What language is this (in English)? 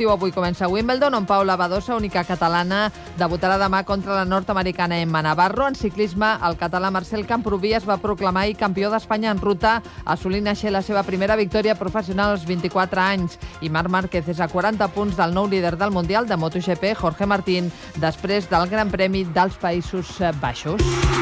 Catalan